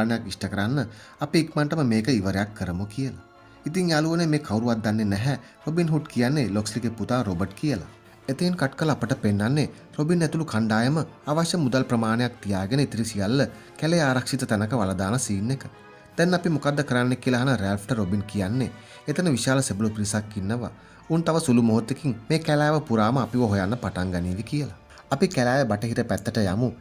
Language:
Sinhala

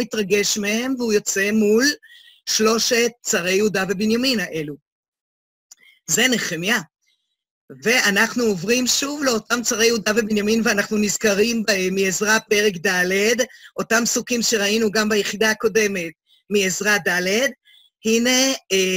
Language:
Hebrew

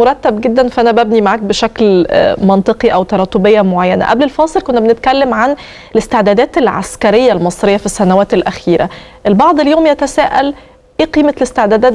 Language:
Egyptian Arabic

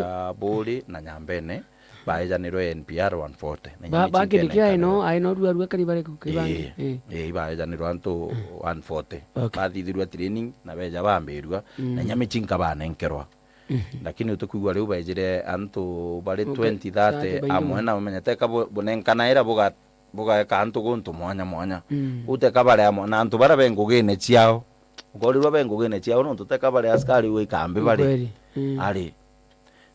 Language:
Meru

